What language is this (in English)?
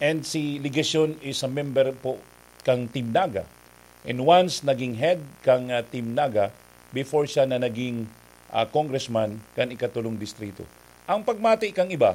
Bikol